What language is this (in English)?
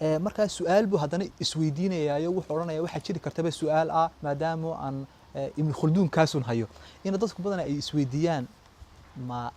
Somali